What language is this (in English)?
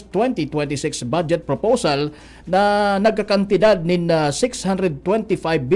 Bikol